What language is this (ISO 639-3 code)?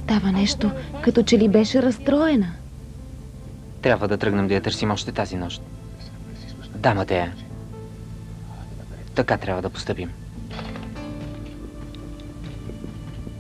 bul